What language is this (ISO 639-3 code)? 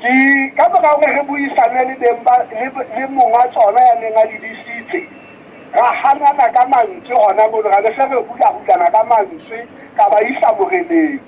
sot